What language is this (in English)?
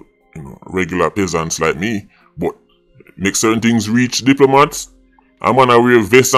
Jamaican Creole English